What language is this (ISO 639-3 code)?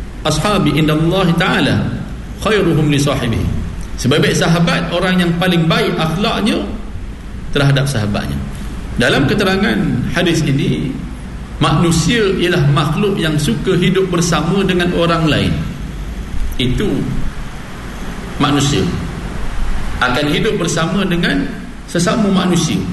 msa